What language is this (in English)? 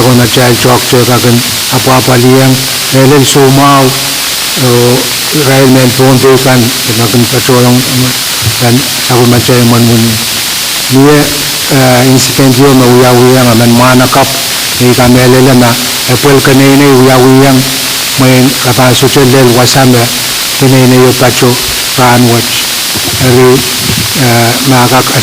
Pohnpeian